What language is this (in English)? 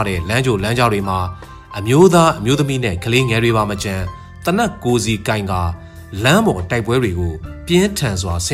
Burmese